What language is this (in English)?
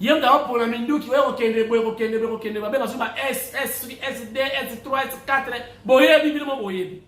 Lingala